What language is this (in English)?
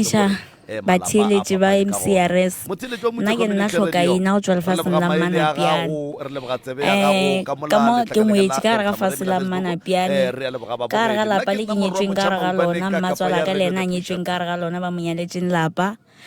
Northern Sotho